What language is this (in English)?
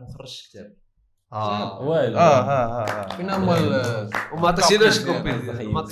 Moroccan Arabic